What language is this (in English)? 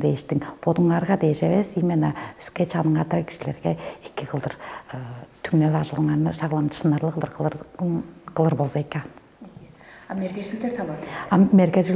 Tuvinian